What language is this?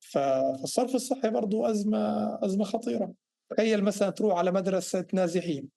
North Levantine Arabic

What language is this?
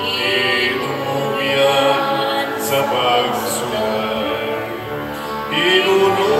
Cebuano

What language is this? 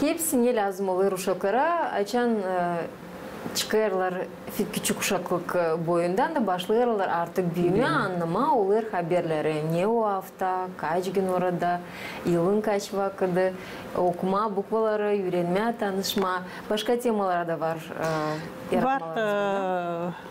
Gagauz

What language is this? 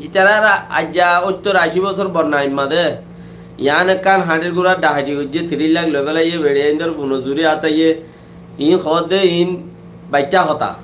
Rohingya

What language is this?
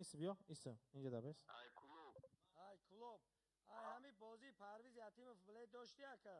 Tajik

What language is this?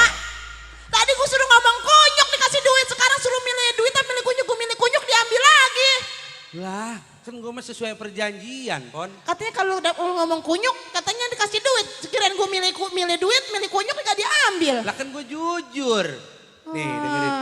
Betawi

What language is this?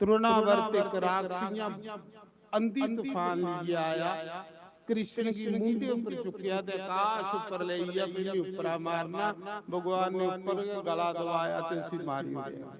Dogri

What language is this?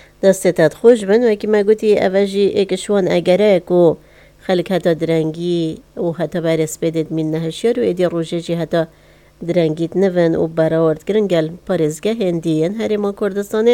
Kurdish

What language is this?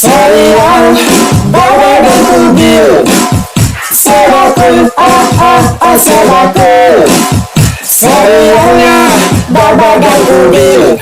Betawi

